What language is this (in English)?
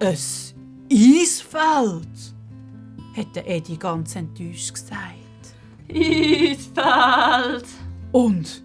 Swiss German